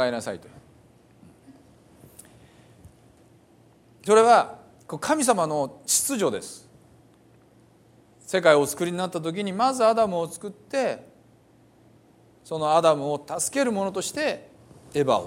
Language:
Japanese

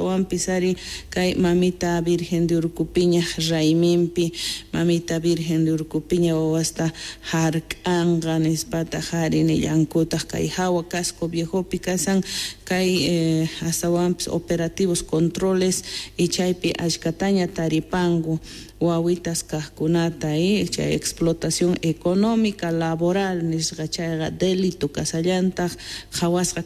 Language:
South Bolivian Quechua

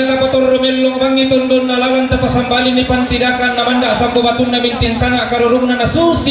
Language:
Toraja-Sa'dan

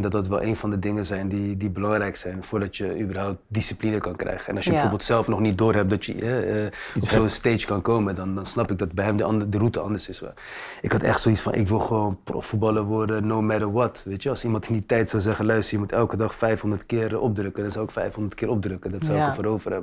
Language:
Dutch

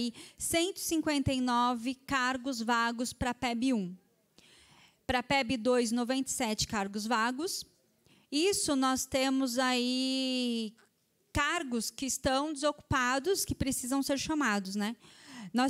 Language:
Portuguese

